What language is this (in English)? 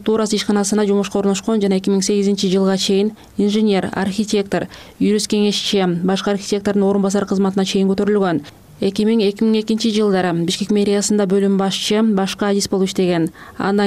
Kyrgyz